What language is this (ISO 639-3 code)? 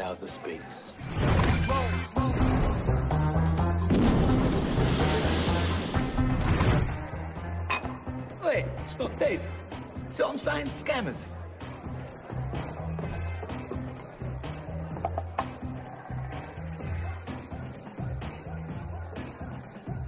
eng